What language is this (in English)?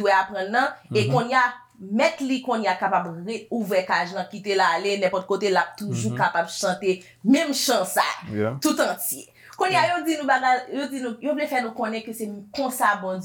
Haitian Creole